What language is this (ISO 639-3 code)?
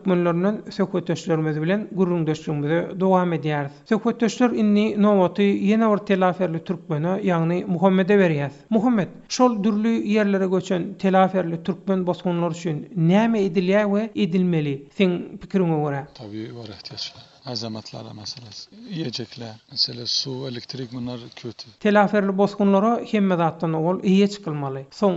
tuk